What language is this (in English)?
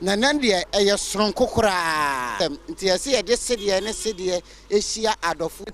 Akan